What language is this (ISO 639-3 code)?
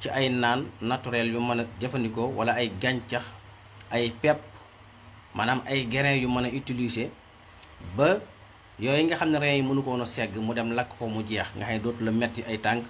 wol